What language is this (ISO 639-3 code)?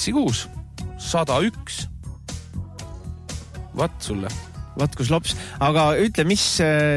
est